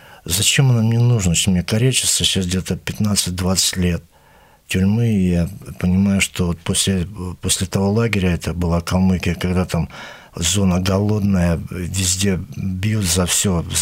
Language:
Russian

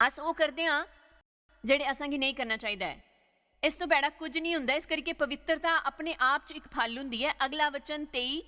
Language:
Dogri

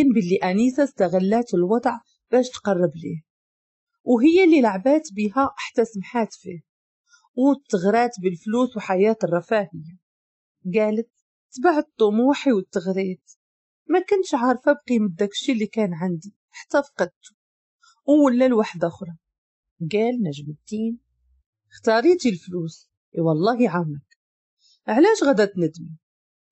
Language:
Moroccan Arabic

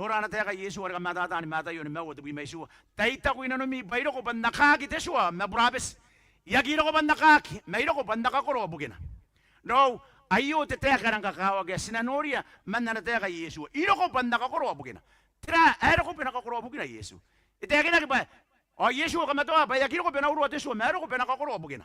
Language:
Gilbertese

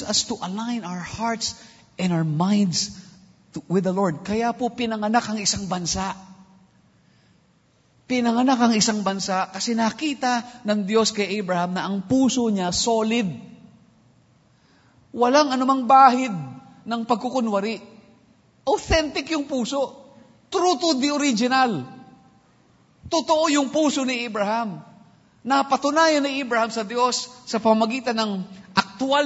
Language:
Filipino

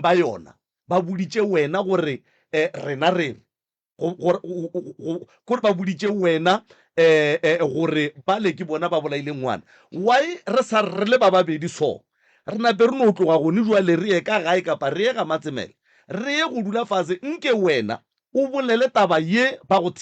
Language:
Northern Sotho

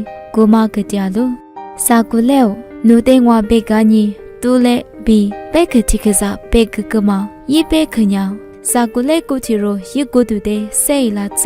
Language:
Lisu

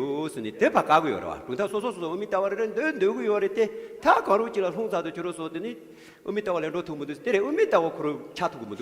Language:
Tibetan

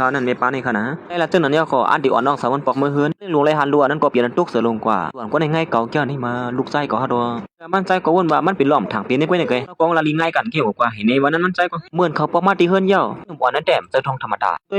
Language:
Shan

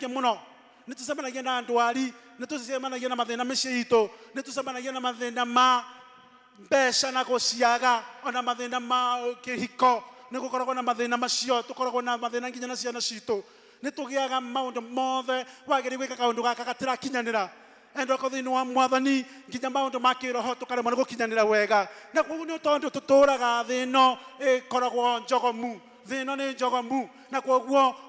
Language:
Kikuyu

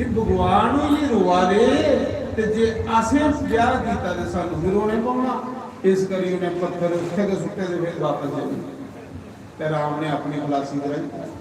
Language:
Dogri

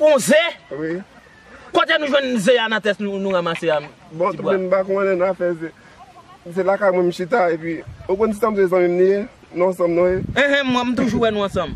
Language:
Haitian Creole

